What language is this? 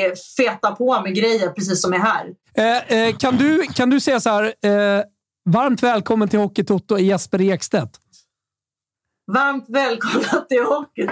Swedish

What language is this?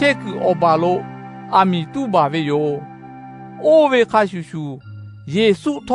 Lahu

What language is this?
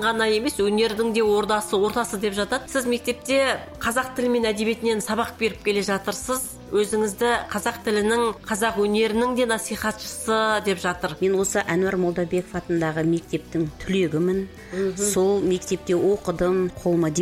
Kazakh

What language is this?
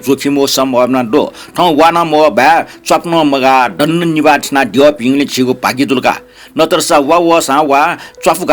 Newari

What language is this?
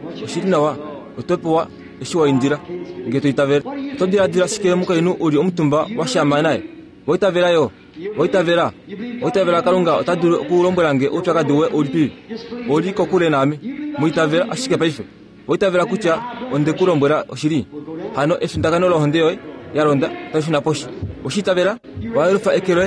Kuanyama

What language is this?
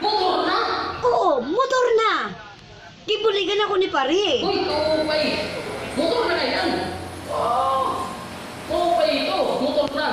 Waray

